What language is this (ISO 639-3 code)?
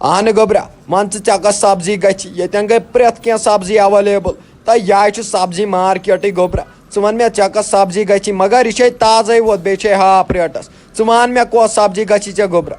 kas